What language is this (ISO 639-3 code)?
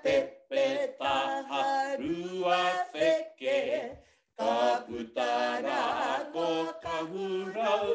mri